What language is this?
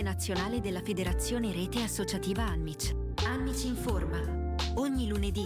Italian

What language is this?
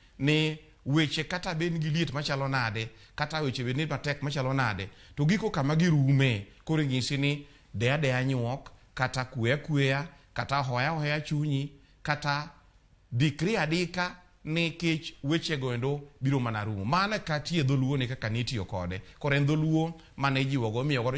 Luo (Kenya and Tanzania)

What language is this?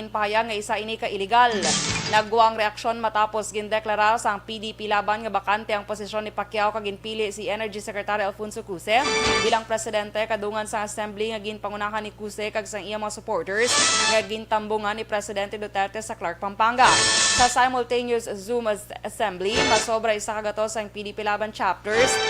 Hiligaynon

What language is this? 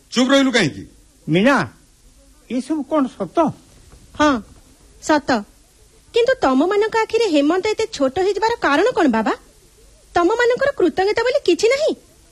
Odia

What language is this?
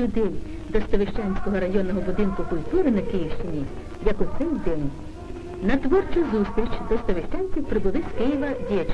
Ukrainian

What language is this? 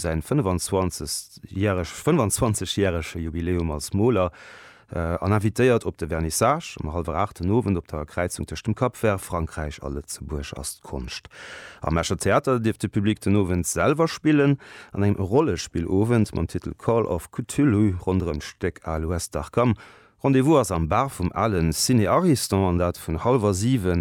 Luxembourgish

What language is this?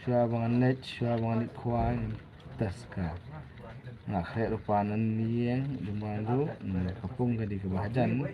Khasi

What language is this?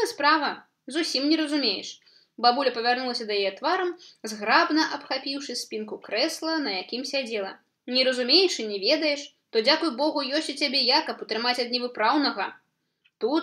Belarusian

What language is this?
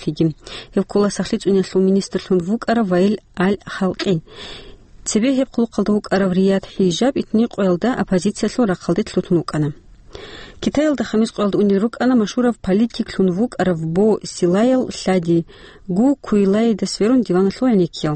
Avaric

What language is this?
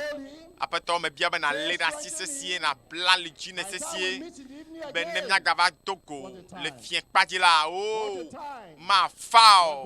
Ewe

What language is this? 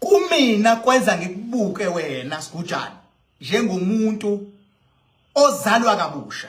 Zulu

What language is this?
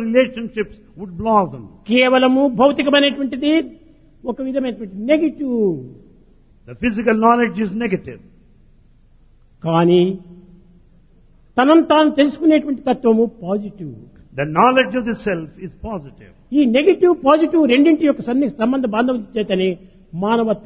Telugu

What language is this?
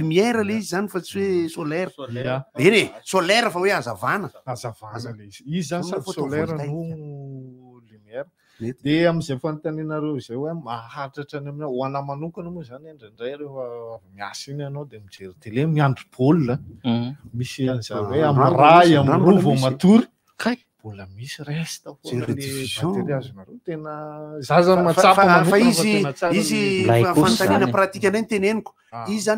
Malagasy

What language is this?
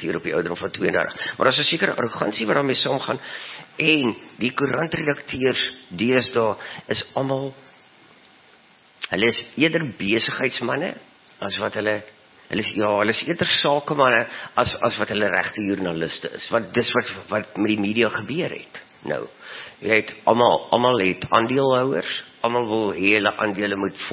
Afrikaans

